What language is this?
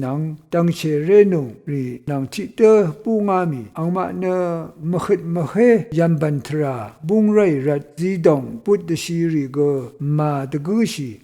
Rawang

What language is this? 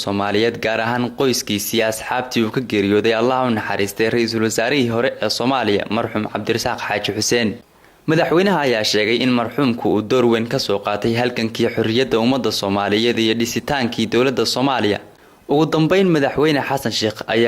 Somali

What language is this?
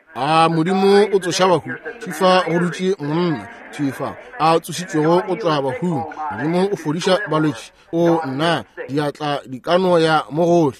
Northern Sotho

